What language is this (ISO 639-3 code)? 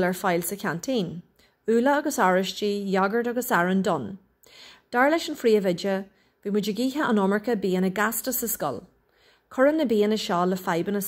gle